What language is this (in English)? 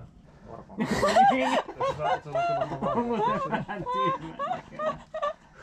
Finnish